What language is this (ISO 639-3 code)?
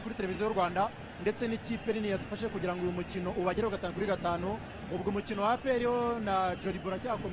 kin